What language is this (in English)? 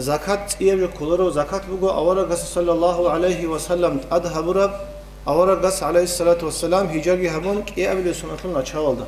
Avaric